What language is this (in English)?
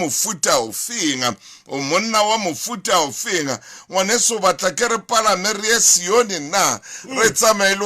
Southern Sotho